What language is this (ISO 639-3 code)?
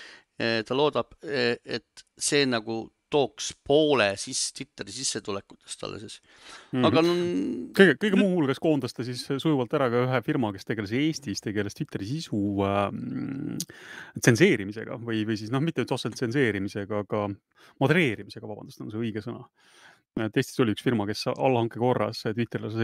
est